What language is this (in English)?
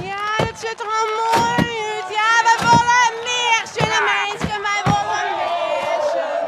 Western Frisian